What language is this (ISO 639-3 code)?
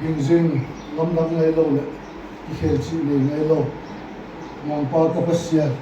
ctd